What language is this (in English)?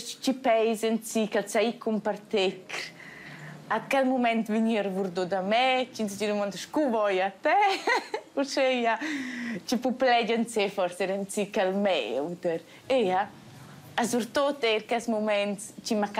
Romansh